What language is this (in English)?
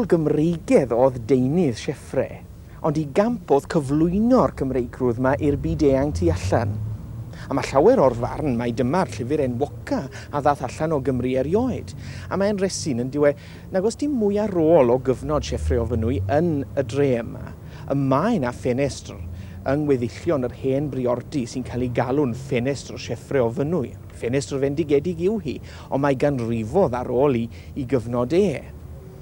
Welsh